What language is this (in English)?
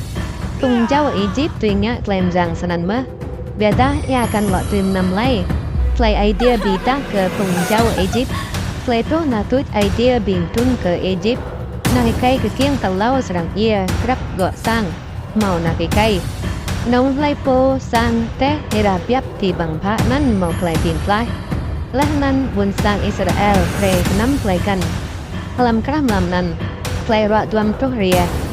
Rade